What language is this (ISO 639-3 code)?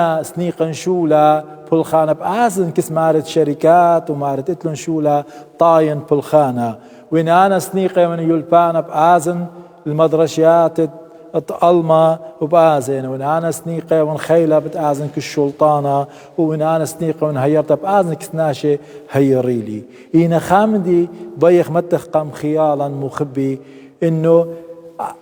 aii